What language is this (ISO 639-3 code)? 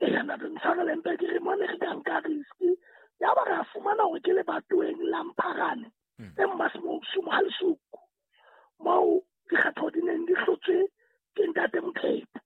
sot